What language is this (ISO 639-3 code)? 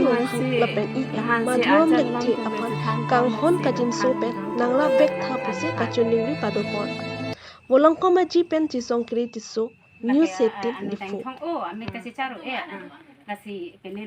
mjw